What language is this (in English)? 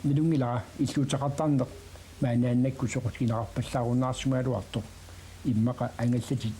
Kalaallisut